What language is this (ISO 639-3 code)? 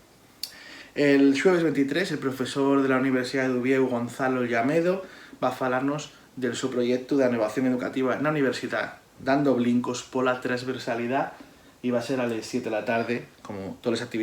ast